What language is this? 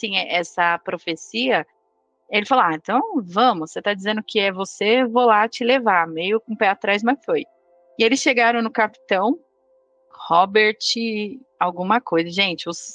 Portuguese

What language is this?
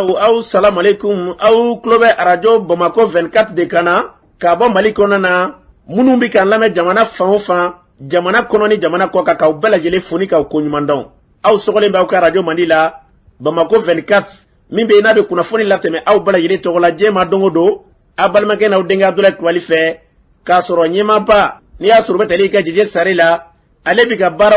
Bambara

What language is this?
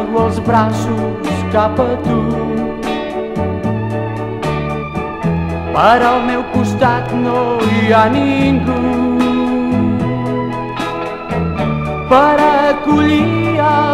Catalan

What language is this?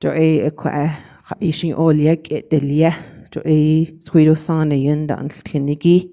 Navajo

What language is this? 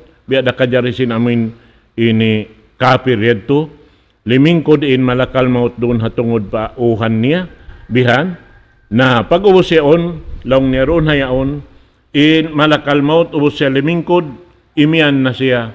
Tausug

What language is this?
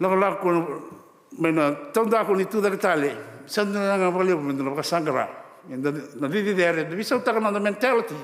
Fijian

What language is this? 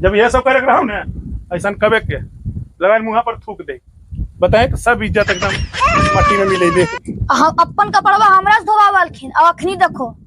Magahi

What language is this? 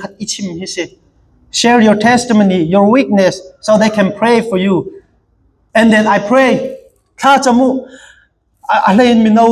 Hakha Chin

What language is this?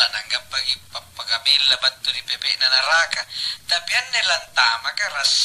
Makasar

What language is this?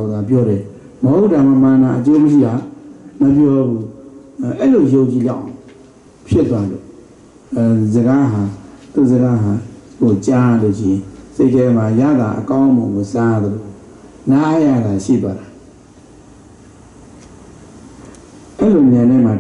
Burmese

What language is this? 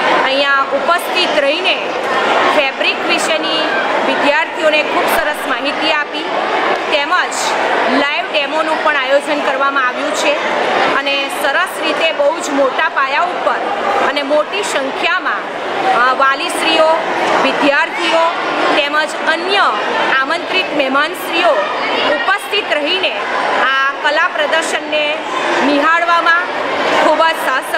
Gujarati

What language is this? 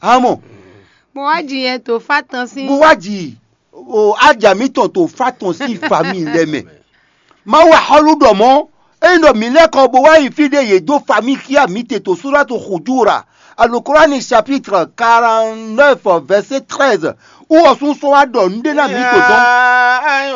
Fon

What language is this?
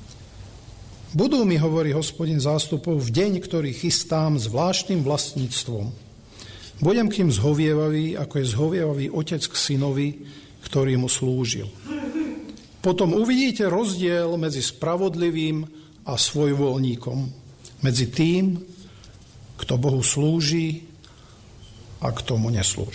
Slovak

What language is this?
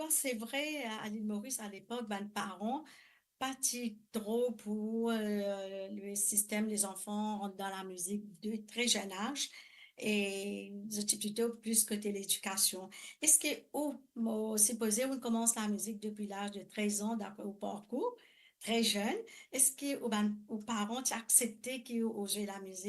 Morisyen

